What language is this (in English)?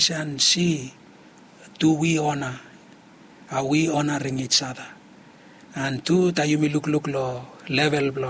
Bislama